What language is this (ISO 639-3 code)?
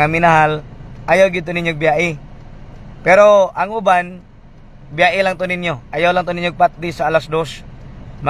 ceb